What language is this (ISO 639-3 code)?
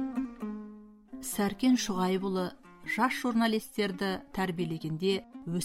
kaz